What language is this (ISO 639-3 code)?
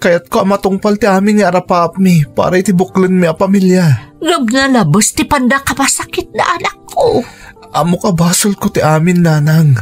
ilo